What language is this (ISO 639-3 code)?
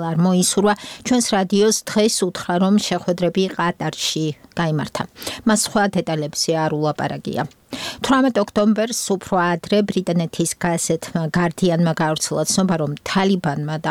kat